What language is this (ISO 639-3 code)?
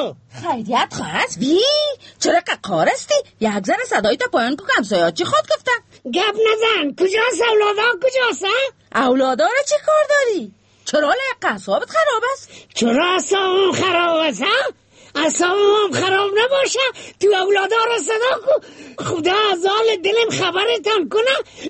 fas